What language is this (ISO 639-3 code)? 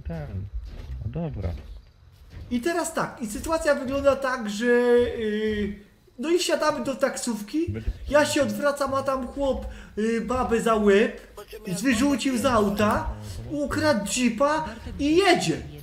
pol